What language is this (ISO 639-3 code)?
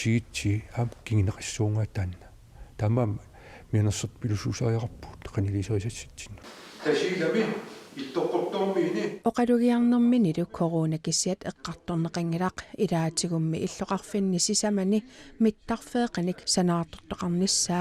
kal